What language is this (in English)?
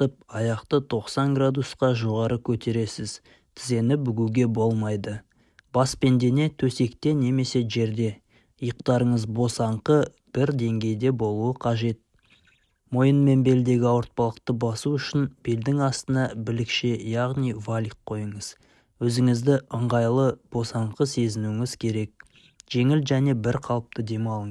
Kazakh